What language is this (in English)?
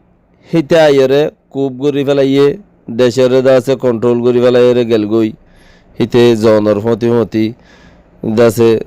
Rohingya